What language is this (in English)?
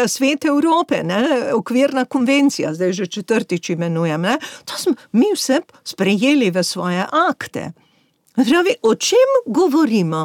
Slovenian